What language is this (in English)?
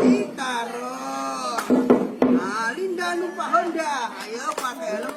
Betawi